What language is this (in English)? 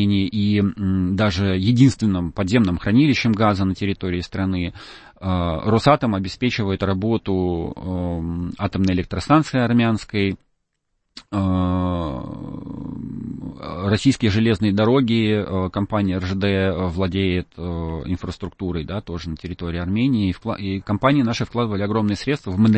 Russian